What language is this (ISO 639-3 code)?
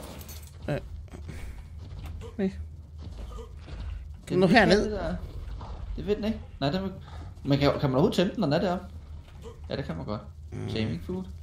dan